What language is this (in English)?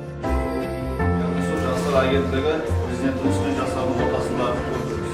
Kara-Kalpak